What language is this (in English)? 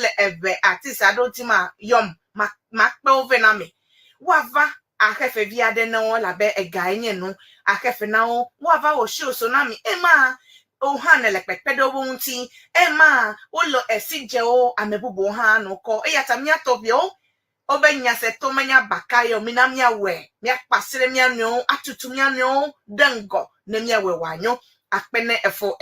Ewe